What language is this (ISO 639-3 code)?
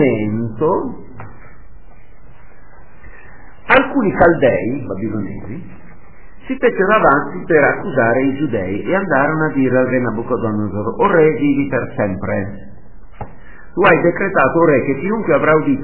ita